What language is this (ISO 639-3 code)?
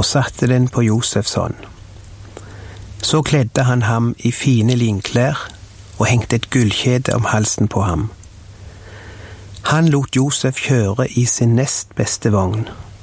nor